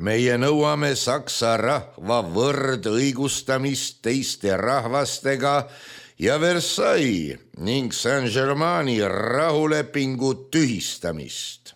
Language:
Estonian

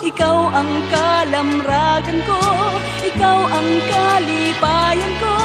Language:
Waray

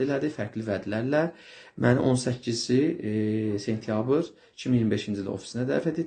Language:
Azerbaijani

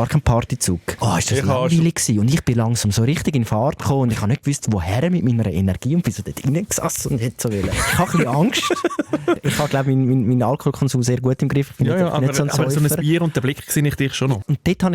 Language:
Swiss German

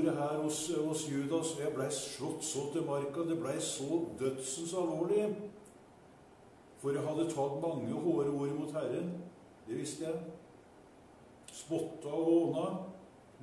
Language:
Norwegian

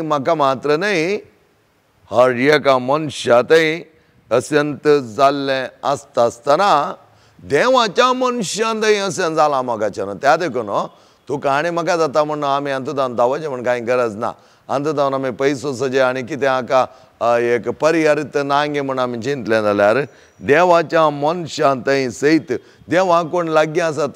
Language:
Konkani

